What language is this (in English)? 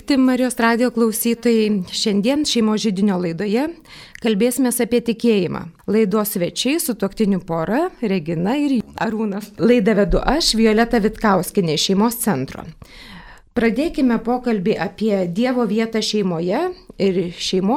Lithuanian